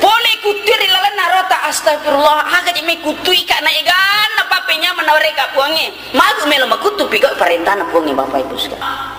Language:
Buginese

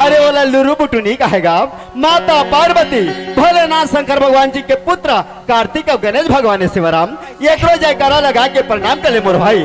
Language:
Chhattisgarhi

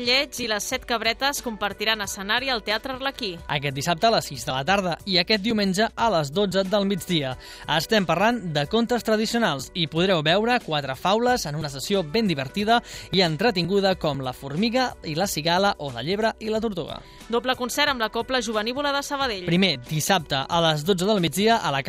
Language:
Catalan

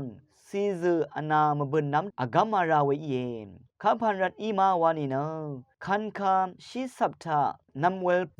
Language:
Rawang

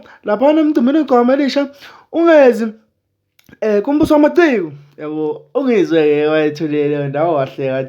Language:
Zulu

